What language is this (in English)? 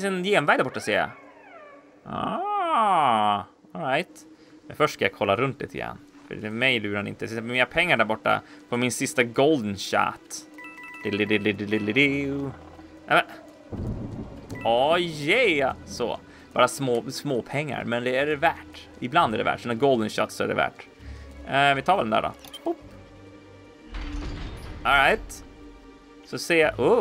Swedish